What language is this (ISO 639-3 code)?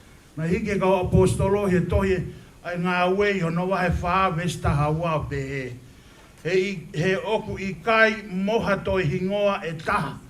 ton